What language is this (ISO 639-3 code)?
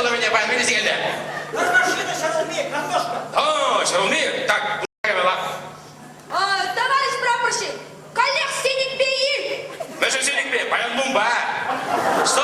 chv